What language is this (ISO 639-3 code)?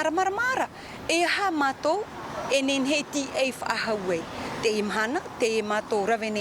tah